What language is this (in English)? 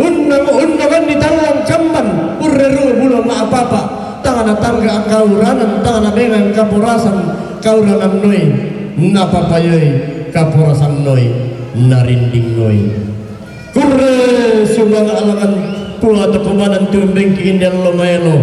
Toraja-Sa'dan